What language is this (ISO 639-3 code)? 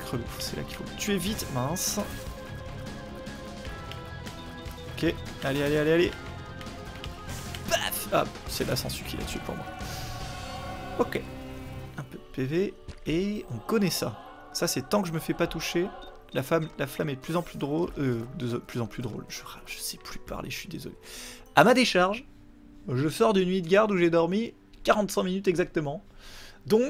fra